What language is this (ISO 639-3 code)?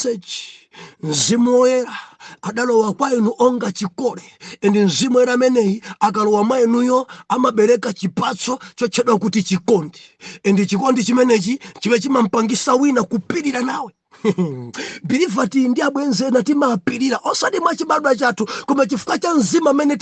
nya